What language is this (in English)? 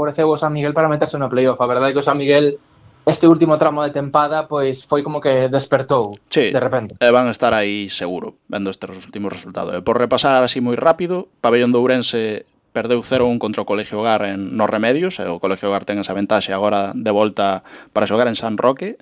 Galician